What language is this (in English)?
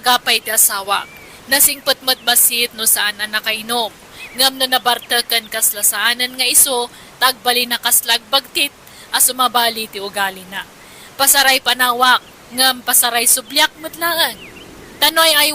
Iloko